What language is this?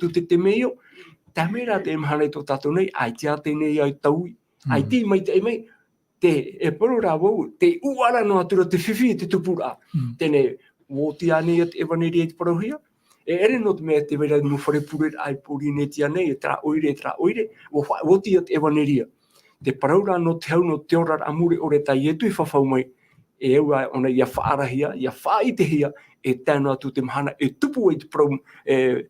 Tahitian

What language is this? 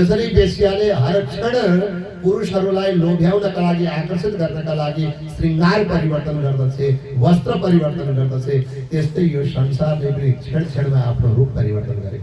Nepali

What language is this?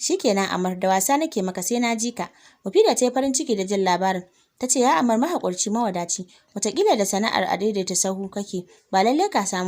Hausa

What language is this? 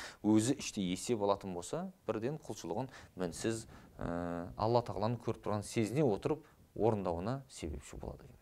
Kazakh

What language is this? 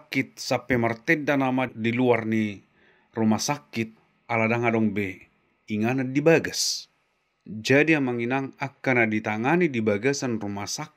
Batak Toba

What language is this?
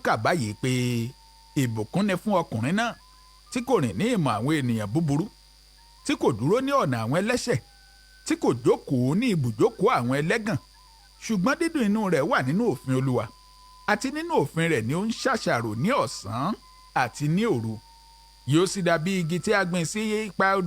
Yoruba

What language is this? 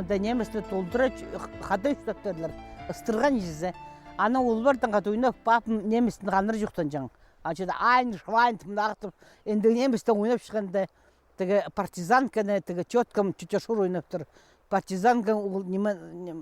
Khakas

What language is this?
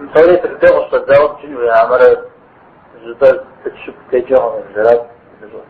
Kabardian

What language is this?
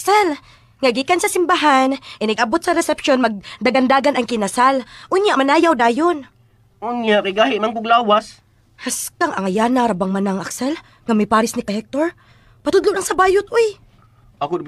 Cebuano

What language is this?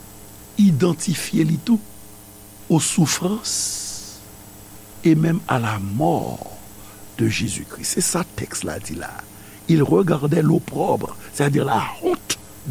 Haitian Creole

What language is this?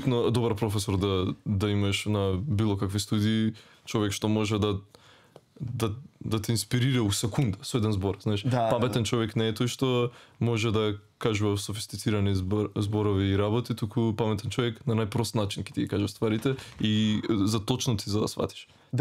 Macedonian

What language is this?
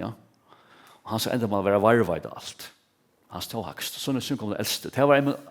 Faroese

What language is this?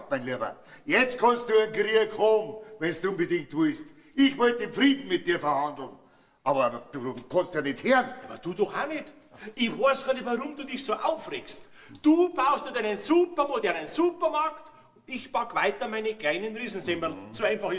Bavarian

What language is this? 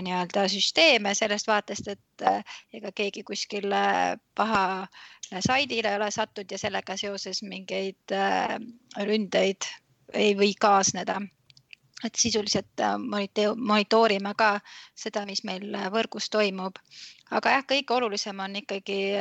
Estonian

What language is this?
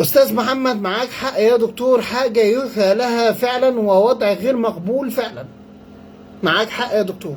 Egyptian Arabic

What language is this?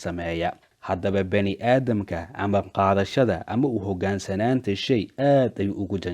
Somali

